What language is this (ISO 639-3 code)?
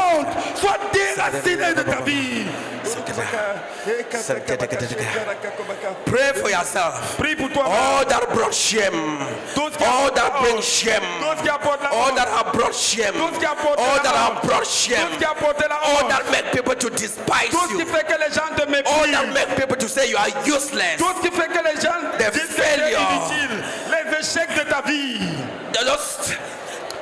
fra